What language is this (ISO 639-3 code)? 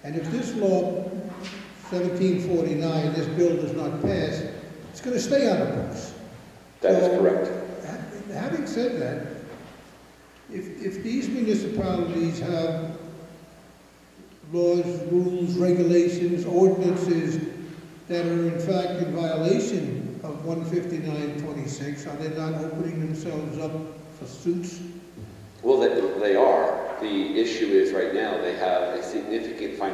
eng